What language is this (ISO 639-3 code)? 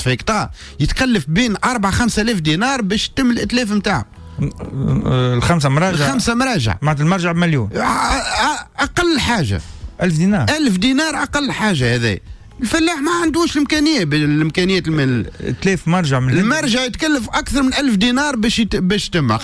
aeb